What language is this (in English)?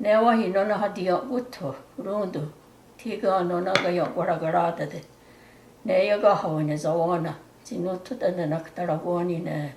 Mohawk